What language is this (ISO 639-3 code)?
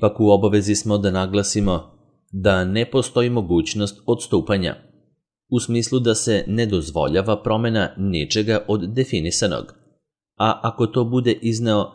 srp